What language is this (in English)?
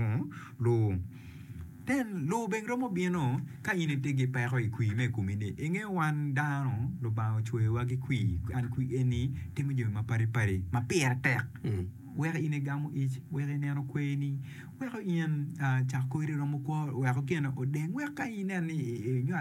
Acoli